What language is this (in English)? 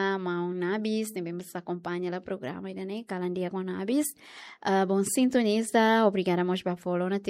Tetum